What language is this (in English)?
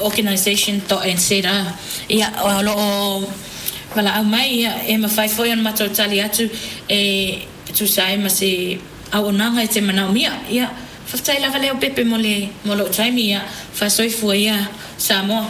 Samoan